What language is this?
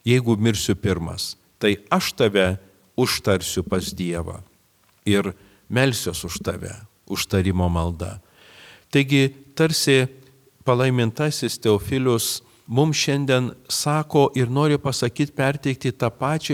Lithuanian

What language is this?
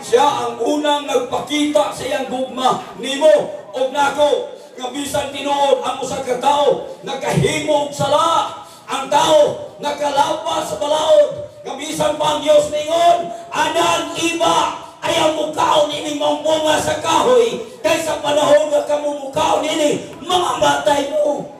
Cebuano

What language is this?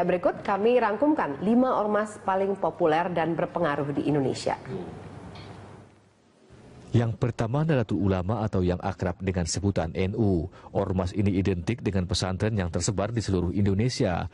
Indonesian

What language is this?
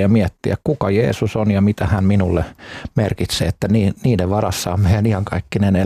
Finnish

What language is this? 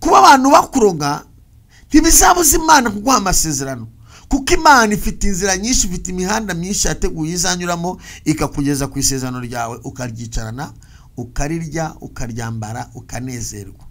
Kinyarwanda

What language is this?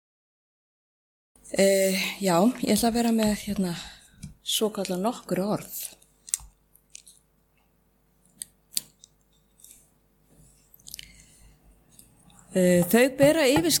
Icelandic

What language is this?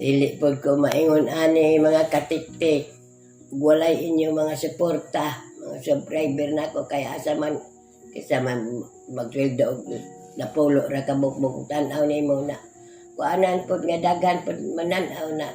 Cebuano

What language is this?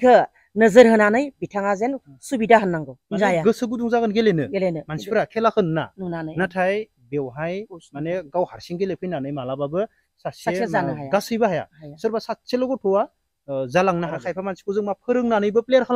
Bodo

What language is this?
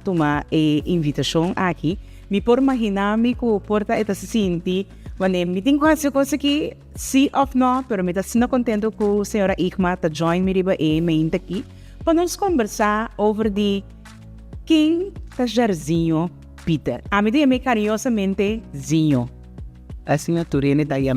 Papiamento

